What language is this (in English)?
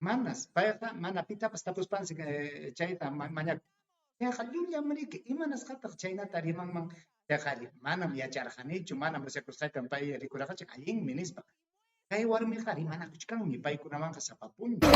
Ayacucho Quechua